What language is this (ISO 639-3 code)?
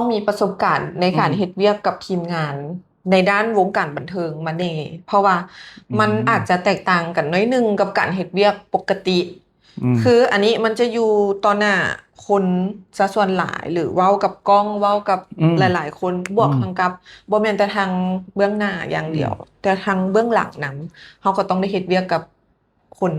lao